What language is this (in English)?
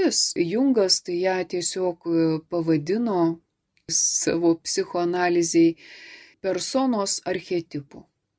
Lithuanian